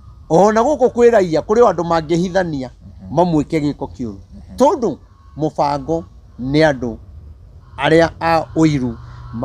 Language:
Kikuyu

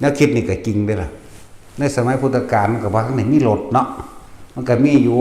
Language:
Northeastern Thai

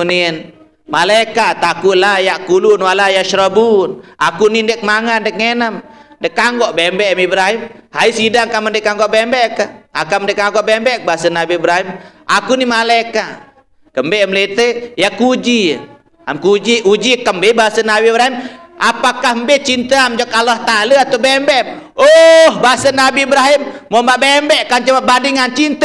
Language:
Sasak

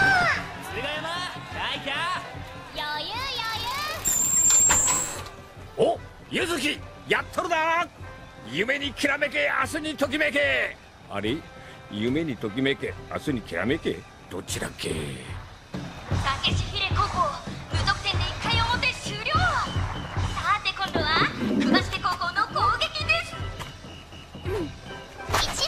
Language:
Japanese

